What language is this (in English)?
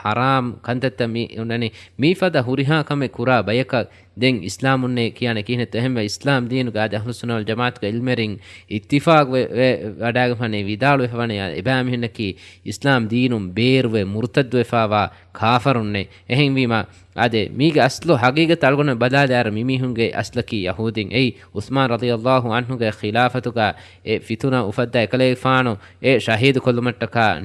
Divehi